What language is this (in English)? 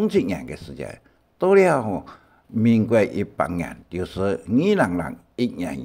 Hakka Chinese